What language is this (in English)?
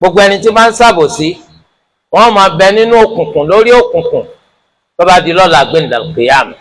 Yoruba